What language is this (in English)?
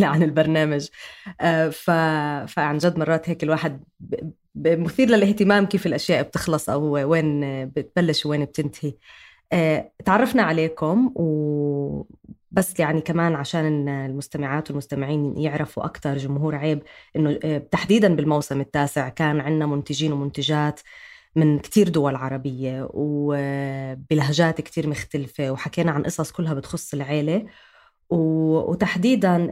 North Levantine Arabic